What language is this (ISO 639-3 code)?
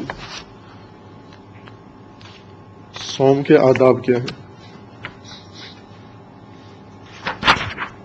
urd